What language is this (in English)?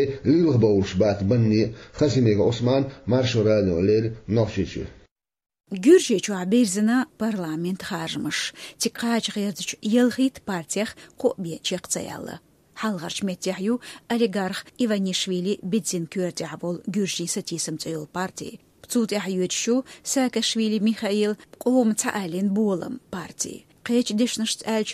Chechen